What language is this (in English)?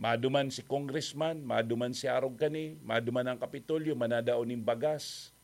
Bikol